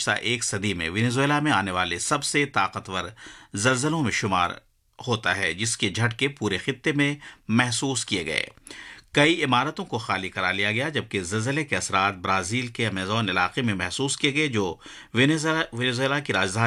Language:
Urdu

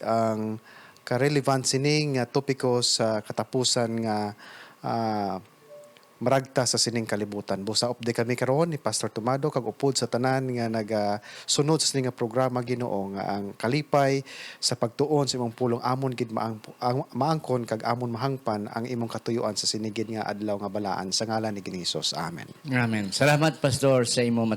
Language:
Hiligaynon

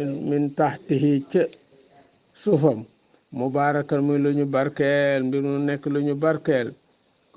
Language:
Wolof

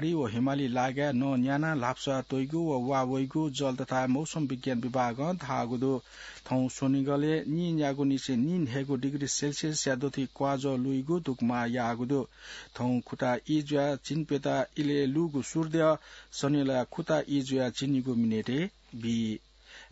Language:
Newari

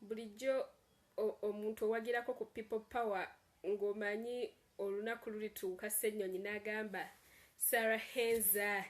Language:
Ganda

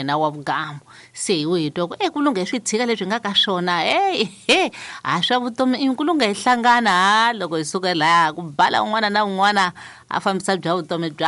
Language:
Tsonga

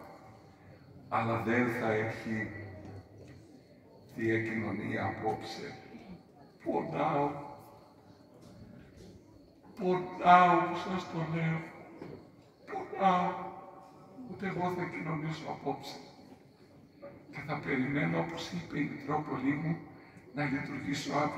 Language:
Greek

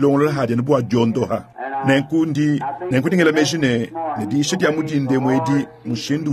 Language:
Luba-Lulua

